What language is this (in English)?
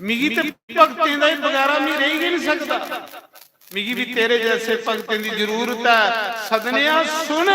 Dogri